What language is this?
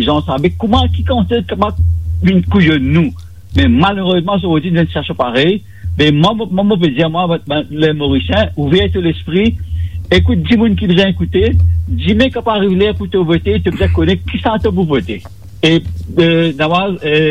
Morisyen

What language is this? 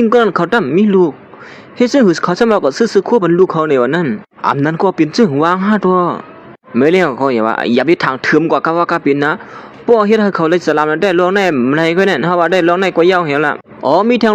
Shan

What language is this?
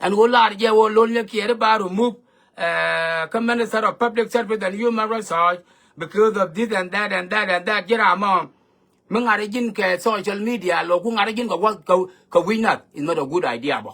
Nuer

